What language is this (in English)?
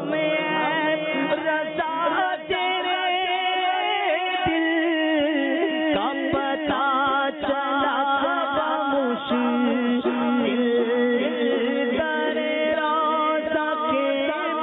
Urdu